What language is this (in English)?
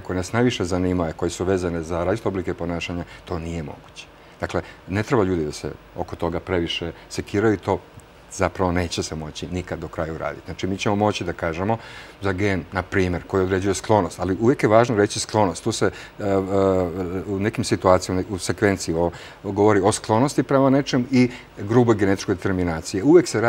Serbian